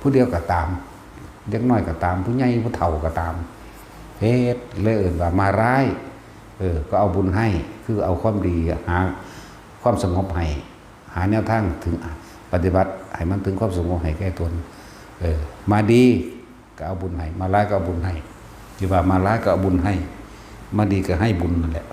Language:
Northeastern Thai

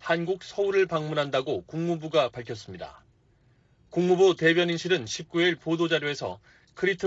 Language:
Korean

